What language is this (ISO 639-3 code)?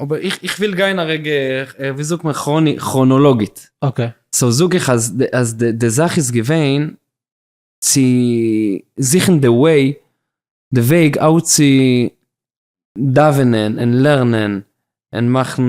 yid